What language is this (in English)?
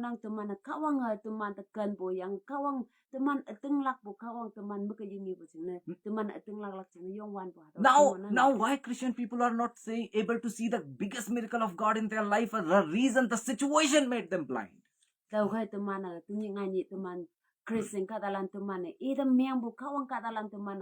Konyak Naga